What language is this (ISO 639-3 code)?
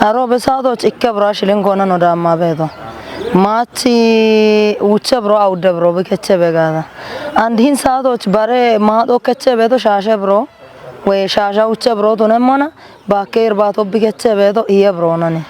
kbr